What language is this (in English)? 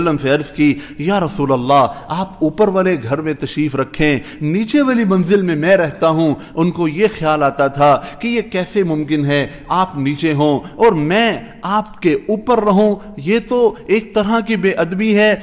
Urdu